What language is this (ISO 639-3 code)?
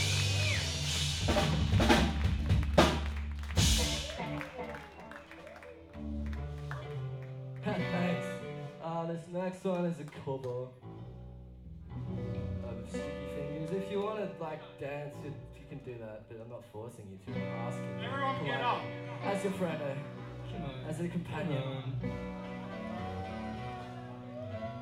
eng